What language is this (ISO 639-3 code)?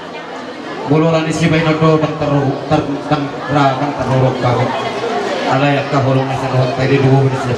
bbc